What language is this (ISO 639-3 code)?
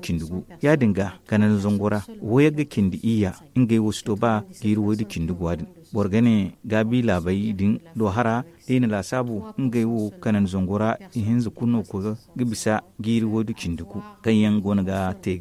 dje